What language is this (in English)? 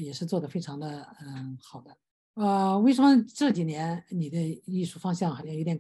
Chinese